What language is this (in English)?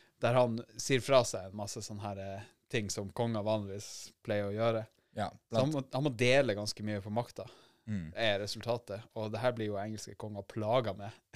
Norwegian